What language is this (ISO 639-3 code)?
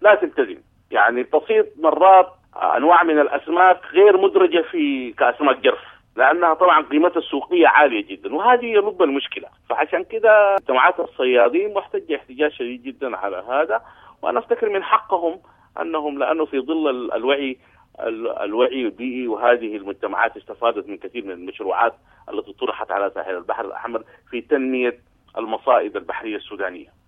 apd